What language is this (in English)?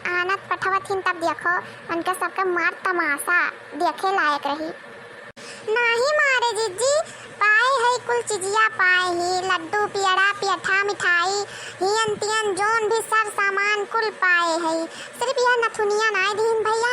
Awadhi